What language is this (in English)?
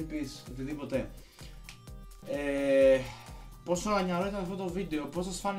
Greek